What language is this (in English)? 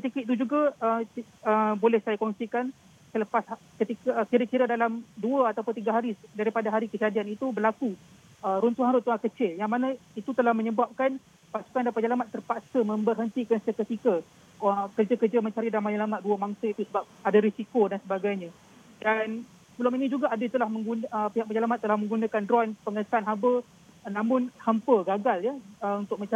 Malay